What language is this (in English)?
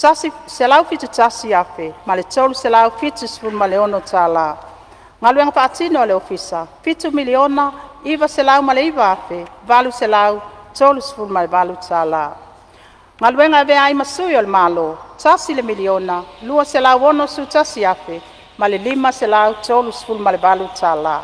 Samoan